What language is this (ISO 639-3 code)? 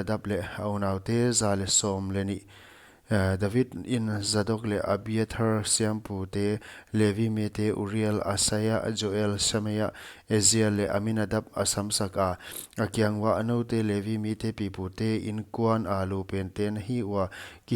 pck